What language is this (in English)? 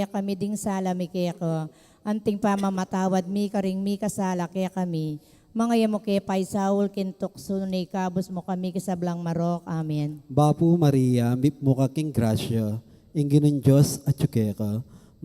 Pampanga